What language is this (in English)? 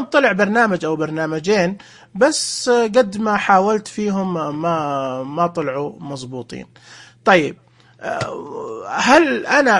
Najdi Arabic